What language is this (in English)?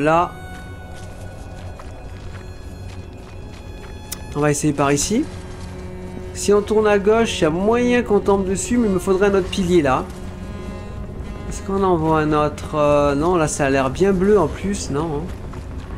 French